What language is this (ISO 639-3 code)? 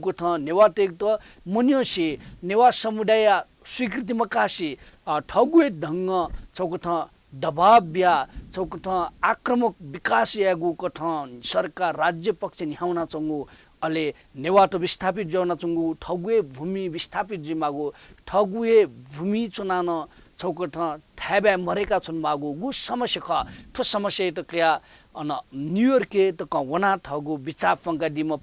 new